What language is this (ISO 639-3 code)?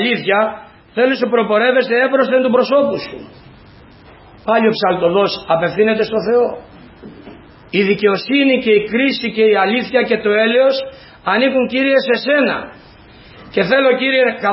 ell